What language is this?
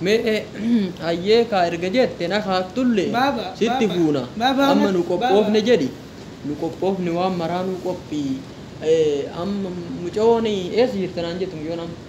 Oromo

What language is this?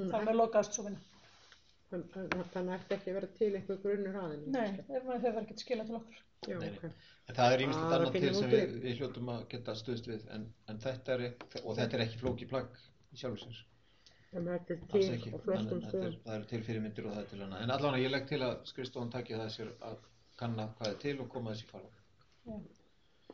Icelandic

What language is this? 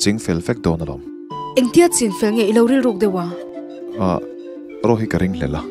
Mizo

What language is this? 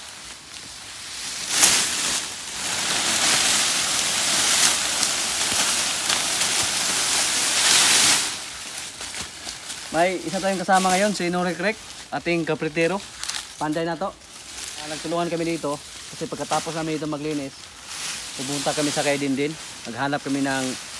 Filipino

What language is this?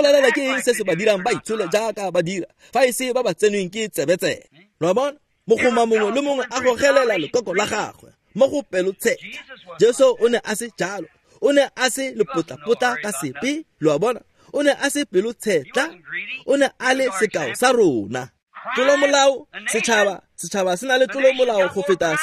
Tswana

